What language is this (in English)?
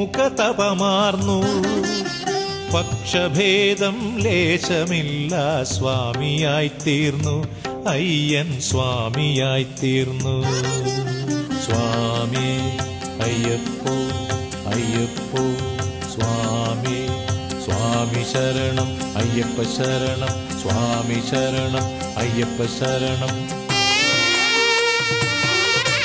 Malayalam